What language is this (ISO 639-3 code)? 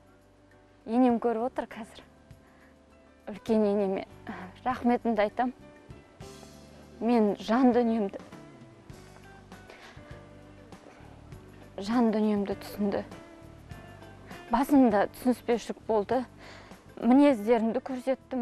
kaz